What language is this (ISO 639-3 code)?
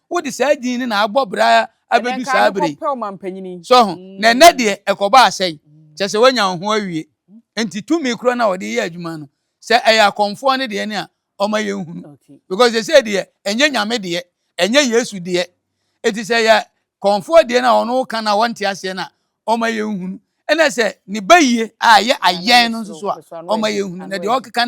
aka